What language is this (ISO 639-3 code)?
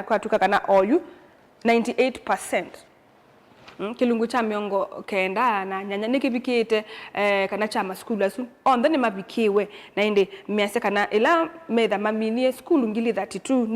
kam